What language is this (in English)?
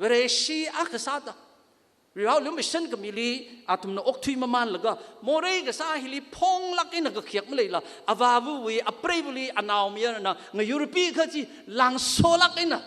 Tangkhul Naga (India)